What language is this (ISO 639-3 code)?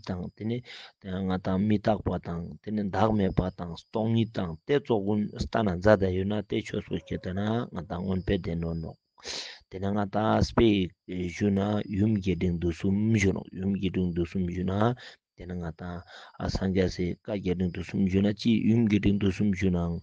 lbj